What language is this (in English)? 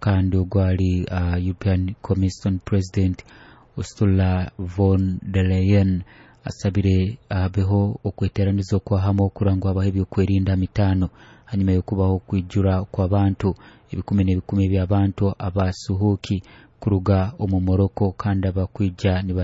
Nyoro